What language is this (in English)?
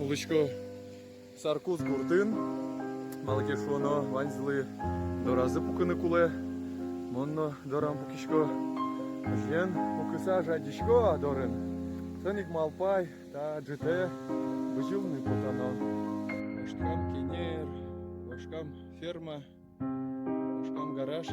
Udmurt